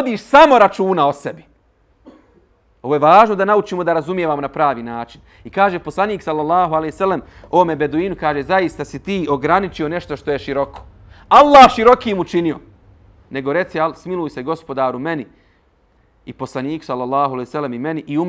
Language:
Bosnian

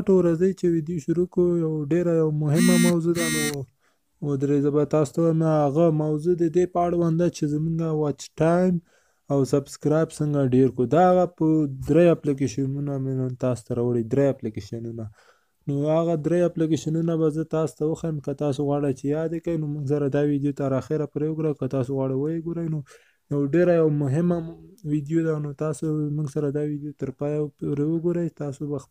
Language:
Pashto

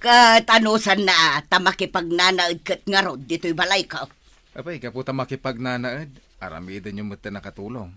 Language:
Iloko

